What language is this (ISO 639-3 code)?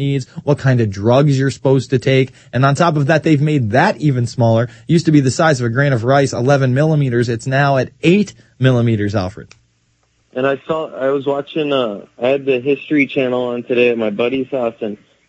eng